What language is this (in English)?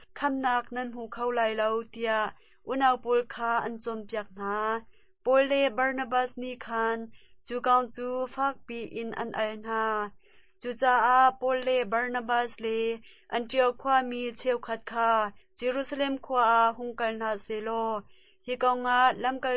Hakha Chin